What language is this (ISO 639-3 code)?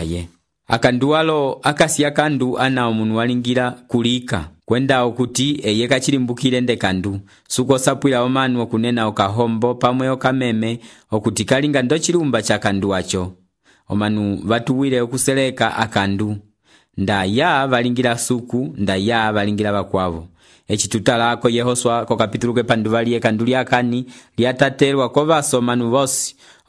umb